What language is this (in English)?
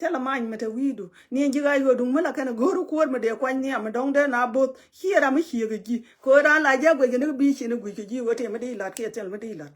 Nuer